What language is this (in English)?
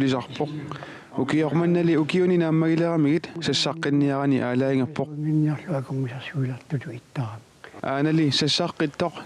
Kalaallisut